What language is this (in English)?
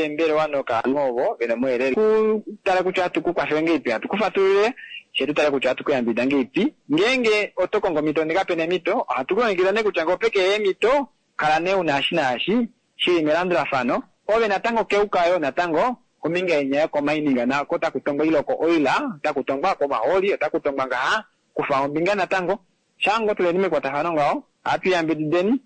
Kuanyama